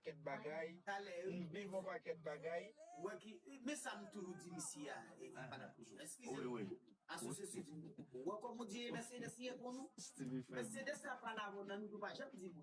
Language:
Haitian Creole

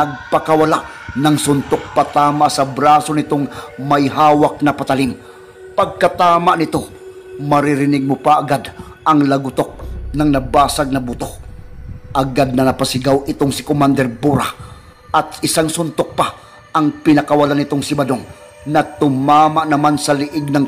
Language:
Filipino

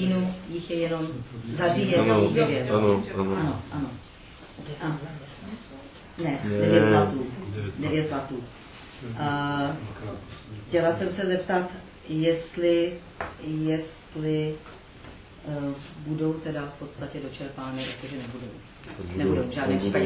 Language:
Czech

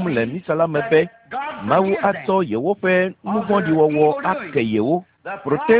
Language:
Ewe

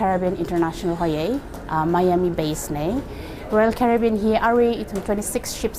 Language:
Tangkhul Naga (India)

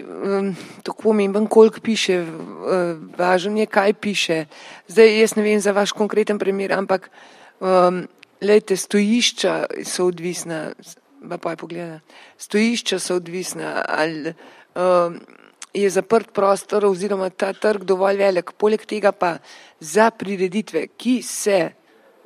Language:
Slovenian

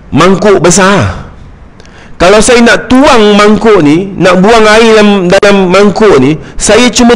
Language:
Malay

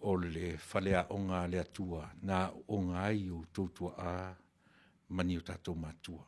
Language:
Samoan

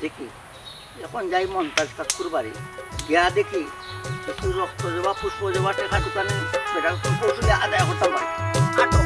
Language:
Sylheti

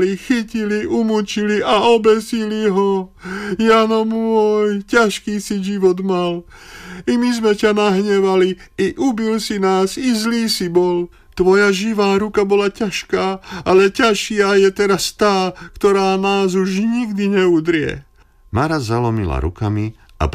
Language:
Slovak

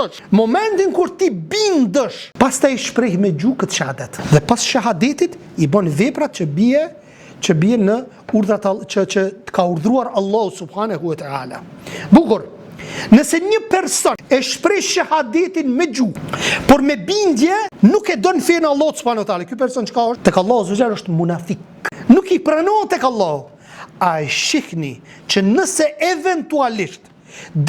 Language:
Albanian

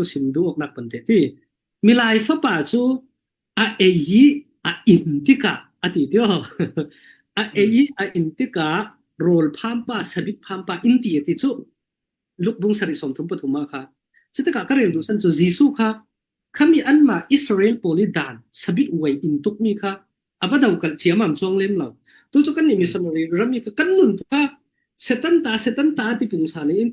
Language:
Falam Chin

